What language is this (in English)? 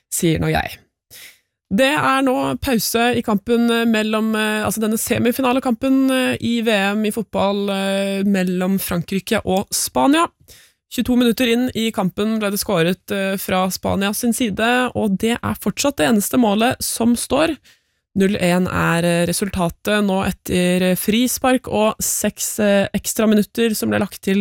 Norwegian